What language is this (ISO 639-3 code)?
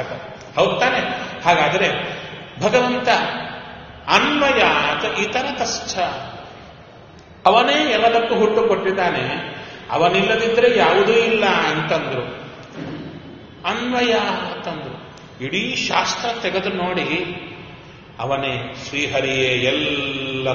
kan